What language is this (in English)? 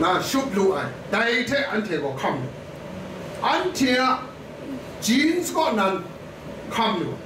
Kachin